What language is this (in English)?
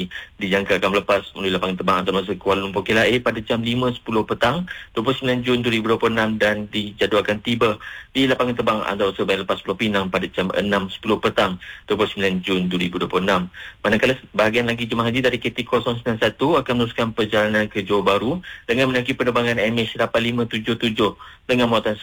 Malay